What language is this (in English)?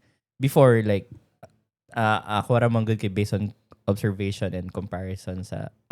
Cebuano